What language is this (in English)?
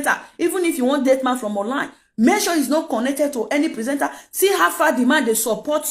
Nigerian Pidgin